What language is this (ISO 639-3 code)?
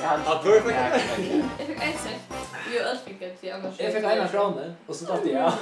fao